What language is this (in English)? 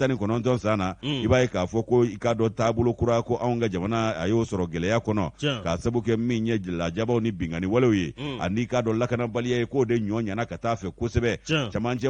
Bambara